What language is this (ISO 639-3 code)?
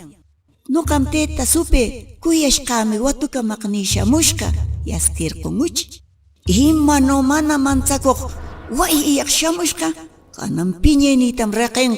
que